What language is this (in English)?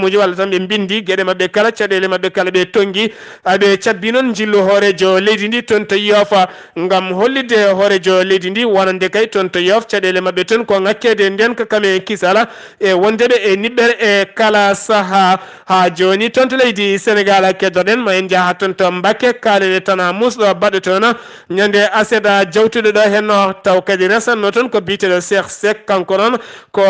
Fula